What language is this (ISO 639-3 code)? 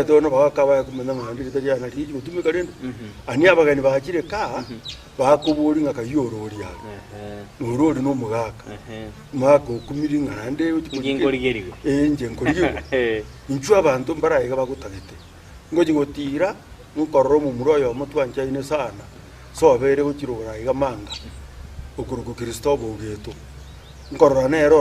guz